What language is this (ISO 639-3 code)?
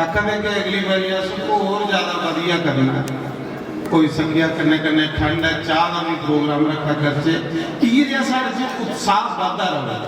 doi